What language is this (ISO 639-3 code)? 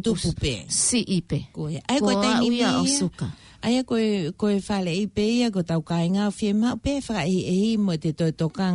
ton